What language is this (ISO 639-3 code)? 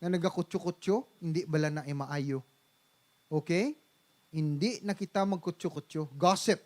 hil